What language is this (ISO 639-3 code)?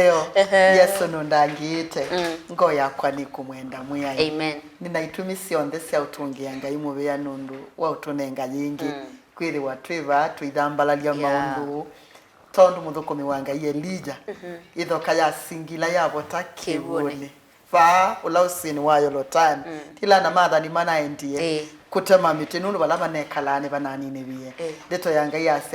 kam